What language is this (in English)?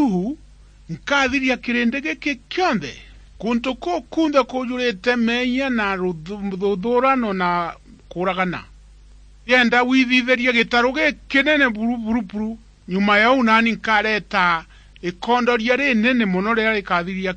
Meru